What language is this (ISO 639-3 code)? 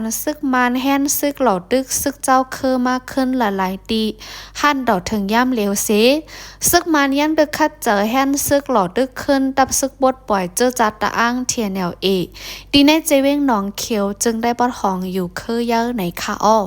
shn